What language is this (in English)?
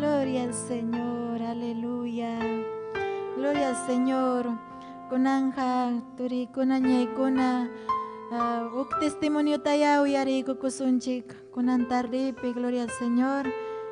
Ayacucho Quechua